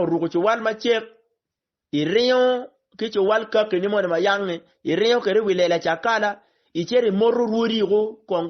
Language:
Acoli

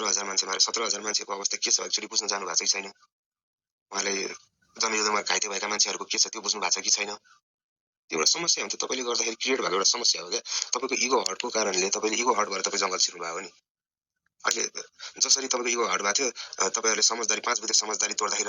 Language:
Nepali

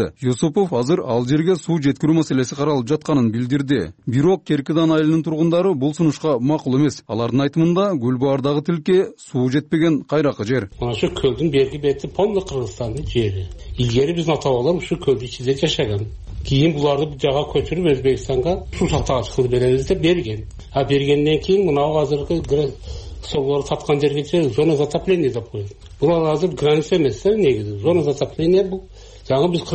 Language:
Kyrgyz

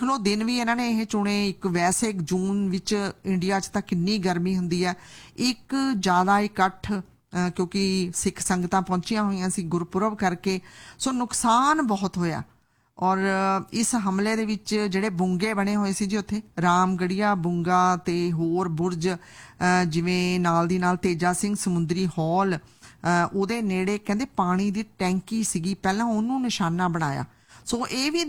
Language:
Punjabi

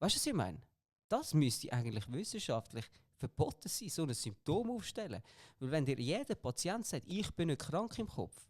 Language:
Swiss German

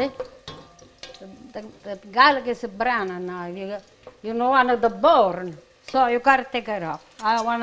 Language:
English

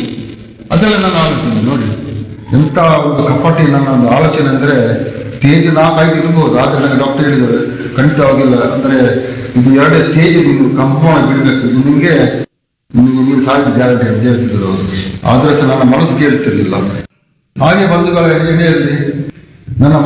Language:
Kannada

